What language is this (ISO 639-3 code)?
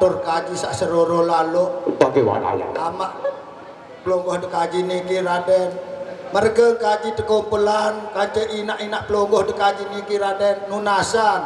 sas